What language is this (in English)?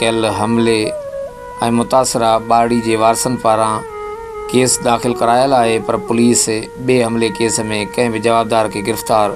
Sindhi